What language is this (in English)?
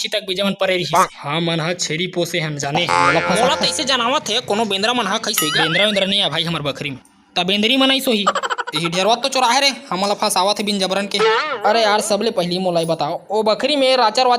Chhattisgarhi